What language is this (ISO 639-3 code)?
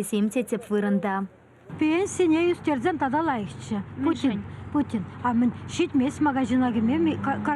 chv